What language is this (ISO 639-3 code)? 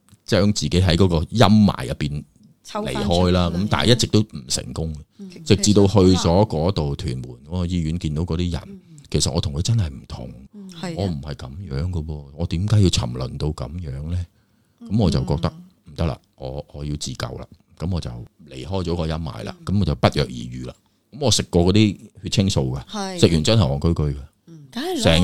yue